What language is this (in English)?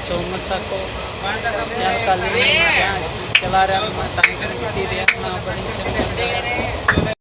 Santali